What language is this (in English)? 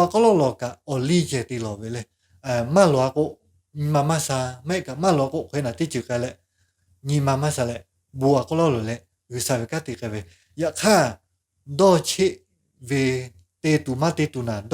Lahu